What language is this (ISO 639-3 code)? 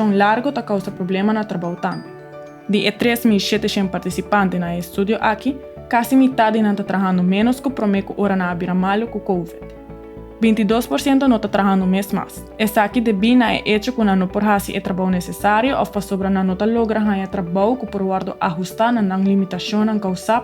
pap